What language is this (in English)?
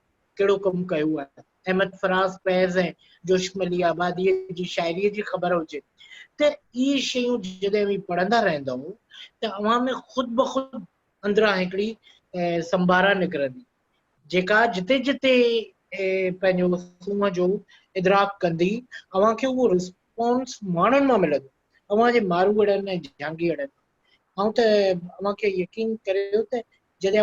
Sindhi